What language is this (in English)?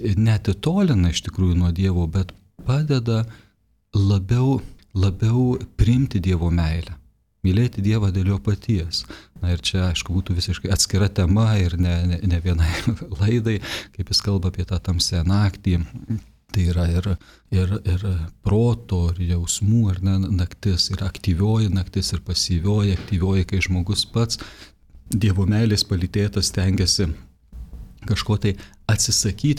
Lithuanian